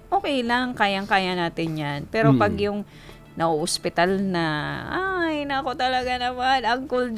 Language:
Filipino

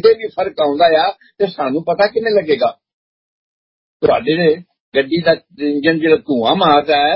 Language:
Punjabi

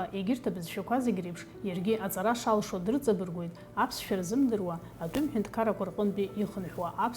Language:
Abkhazian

